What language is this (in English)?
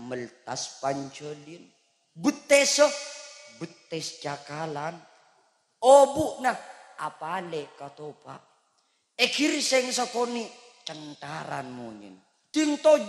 Madurese